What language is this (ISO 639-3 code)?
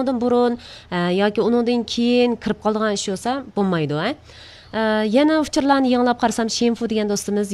uig